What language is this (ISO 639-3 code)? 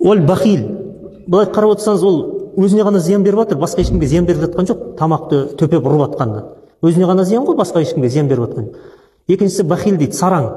kaz